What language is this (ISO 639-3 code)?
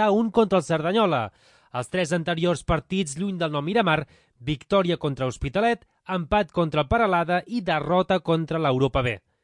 cat